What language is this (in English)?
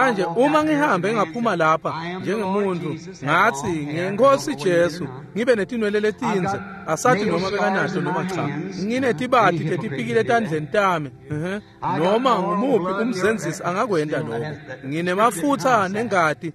Swati